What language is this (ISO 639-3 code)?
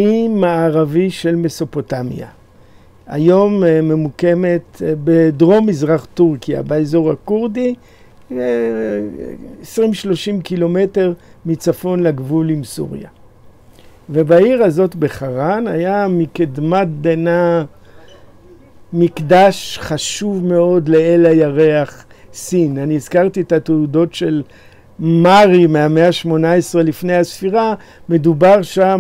heb